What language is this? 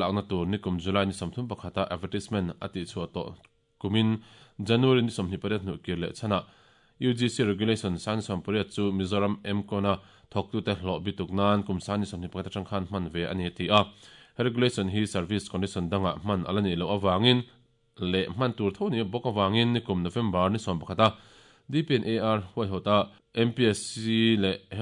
Mizo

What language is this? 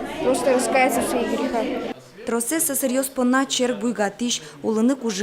Udmurt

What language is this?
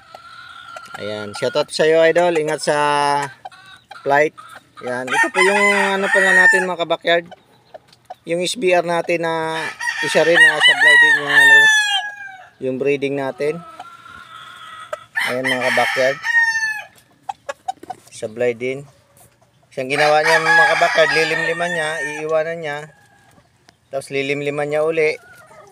Filipino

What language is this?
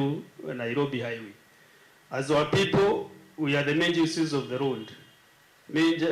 Meru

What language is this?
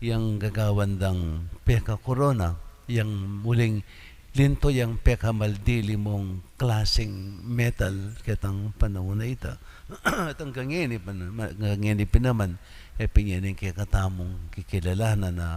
Pampanga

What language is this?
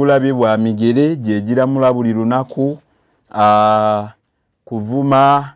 Ganda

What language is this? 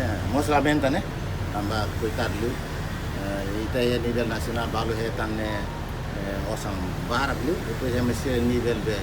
Tetum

